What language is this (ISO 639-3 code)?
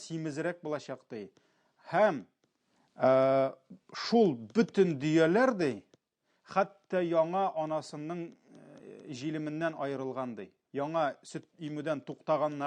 tat